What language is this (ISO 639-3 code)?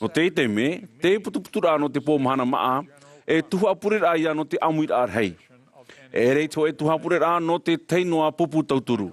tah